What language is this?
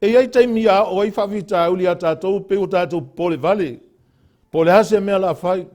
Samoan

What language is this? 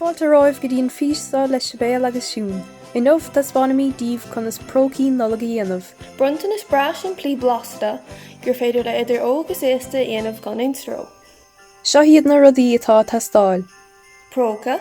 Irish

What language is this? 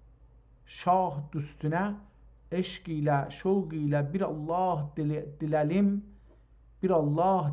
South Azerbaijani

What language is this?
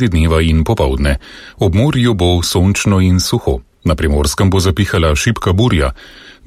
Slovenian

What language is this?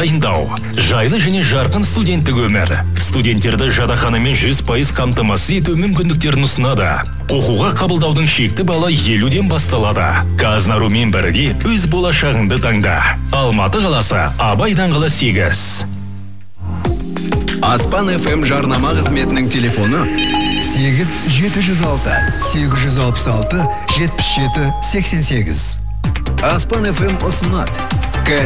Kazakh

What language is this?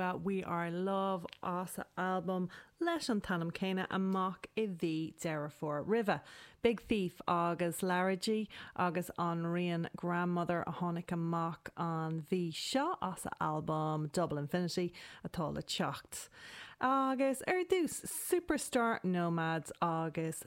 Irish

